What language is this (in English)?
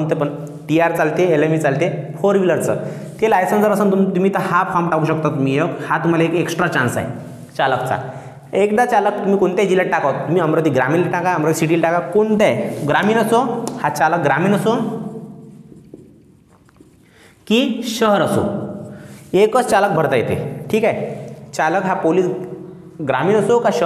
Marathi